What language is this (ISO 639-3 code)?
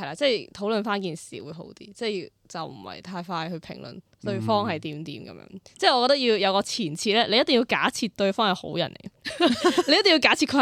yue